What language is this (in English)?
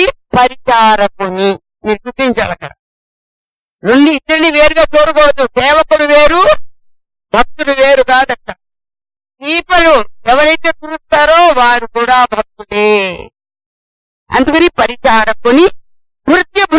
Telugu